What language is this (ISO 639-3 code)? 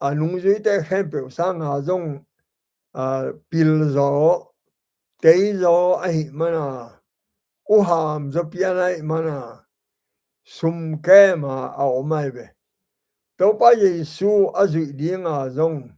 ctd